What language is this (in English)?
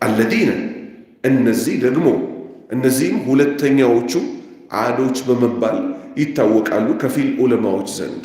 Amharic